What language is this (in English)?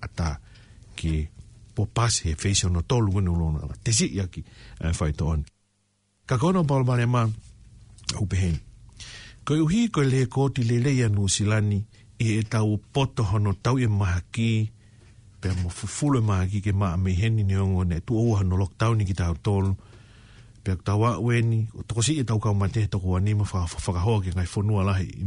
Tongan